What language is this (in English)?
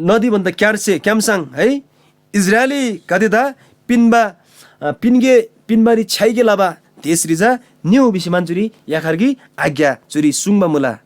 Eastern Tamang